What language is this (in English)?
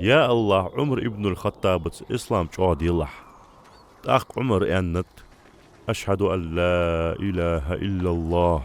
Ingush